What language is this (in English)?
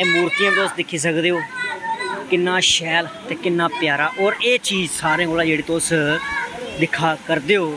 Dogri